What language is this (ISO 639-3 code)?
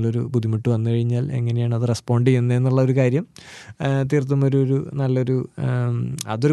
mal